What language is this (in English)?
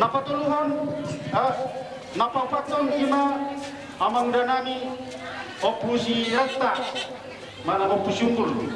Batak Toba